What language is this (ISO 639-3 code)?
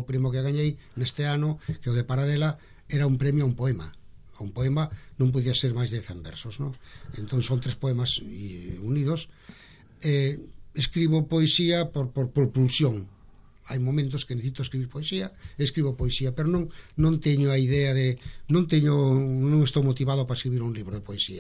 glg